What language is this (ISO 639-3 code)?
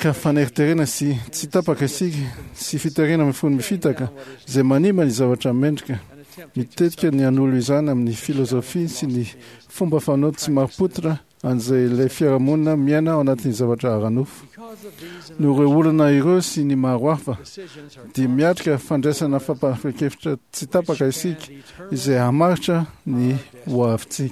mlg